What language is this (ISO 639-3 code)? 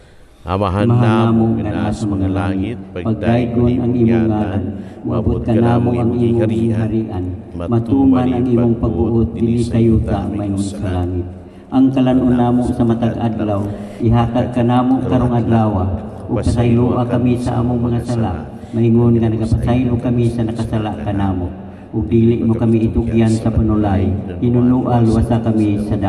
ceb